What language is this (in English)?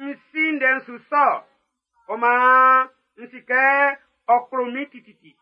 Baoulé